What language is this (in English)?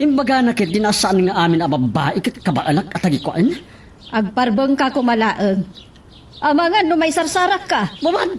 Iloko